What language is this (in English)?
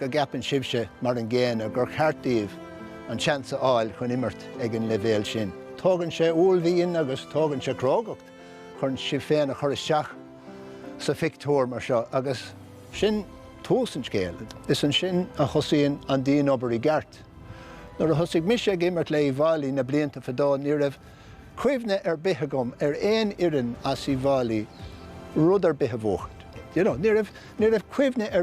Irish